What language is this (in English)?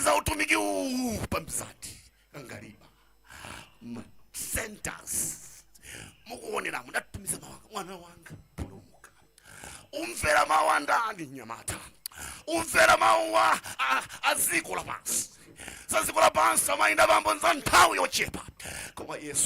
Nyanja